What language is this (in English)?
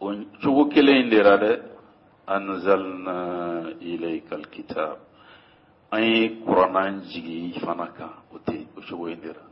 Bambara